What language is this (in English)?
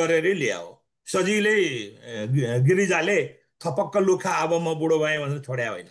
Nepali